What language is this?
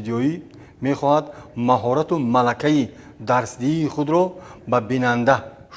Tajik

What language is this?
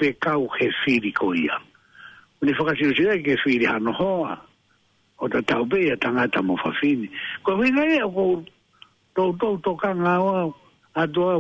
Tongan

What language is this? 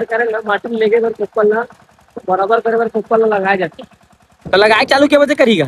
Chhattisgarhi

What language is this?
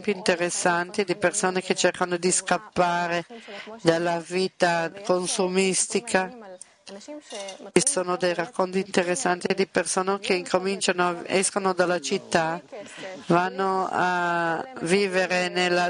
Italian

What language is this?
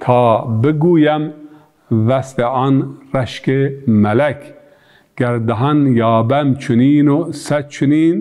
Zaza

